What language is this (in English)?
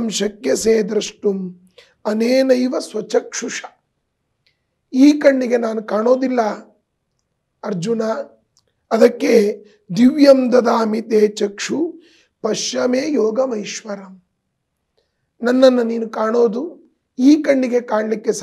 Kannada